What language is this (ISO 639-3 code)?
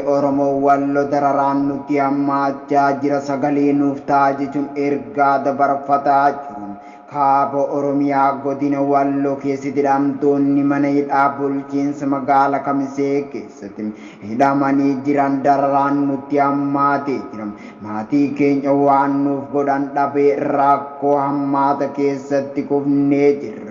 orm